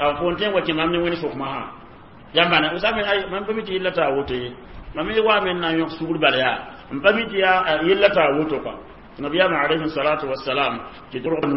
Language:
Mossi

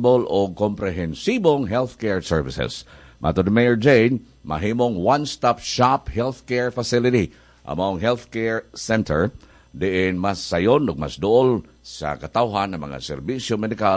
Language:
Cebuano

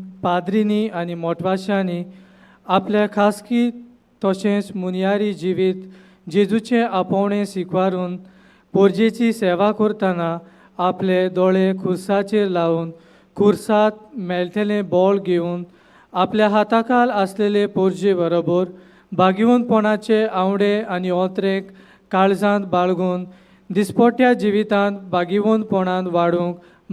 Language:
Konkani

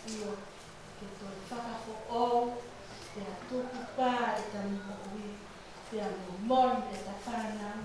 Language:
Tongan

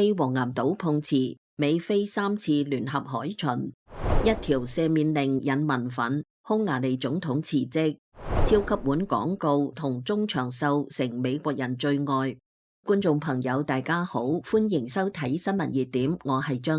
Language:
Cantonese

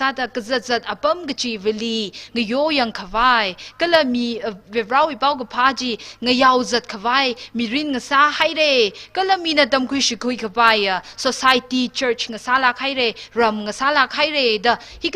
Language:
Tangkhul Naga (India)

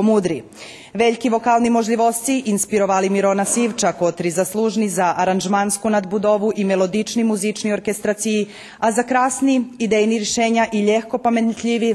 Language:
Rusyn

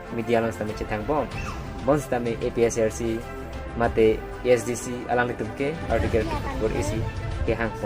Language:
Karbi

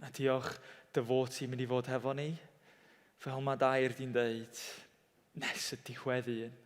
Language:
Welsh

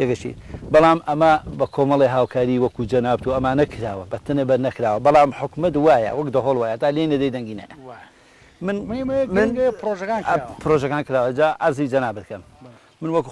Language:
Central Kurdish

